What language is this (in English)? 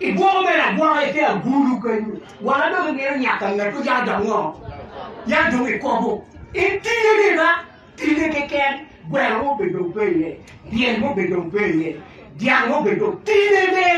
Acoli